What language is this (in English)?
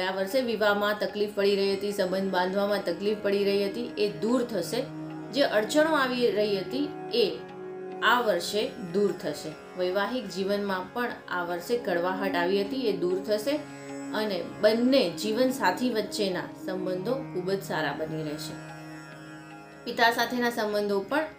Gujarati